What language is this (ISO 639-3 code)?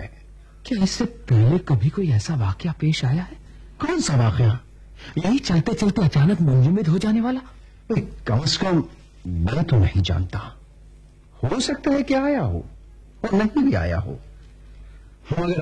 urd